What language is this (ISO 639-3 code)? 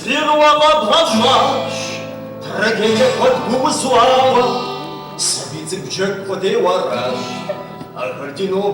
kbd